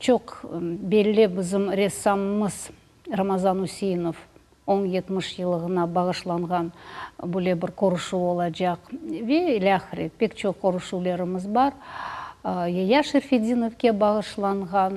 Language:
Crimean Tatar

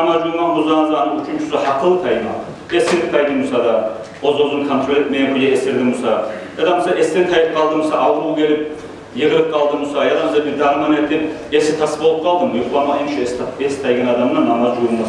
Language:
Kumyk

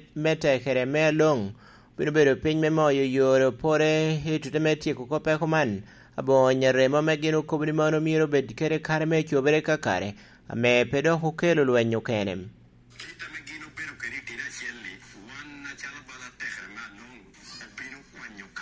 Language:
Lango (Uganda)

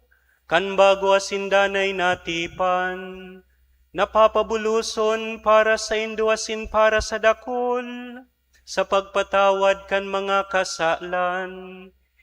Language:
Bikol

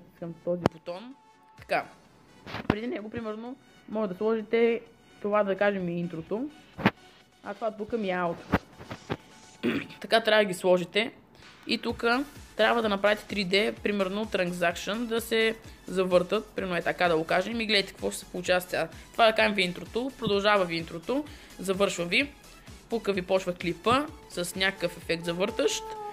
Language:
Bulgarian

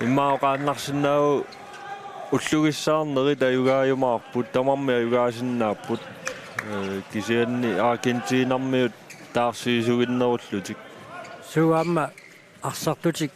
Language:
Kalaallisut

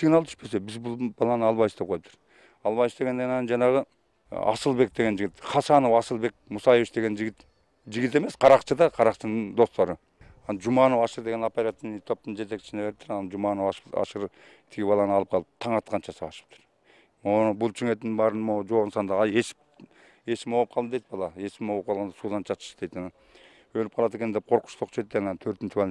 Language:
Kyrgyz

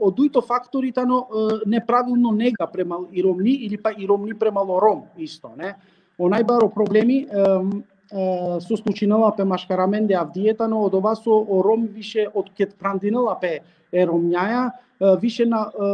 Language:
Balkan Romani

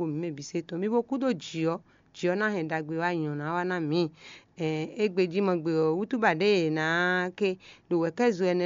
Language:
Fon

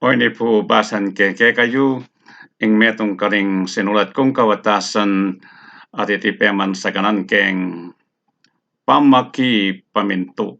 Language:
Pampanga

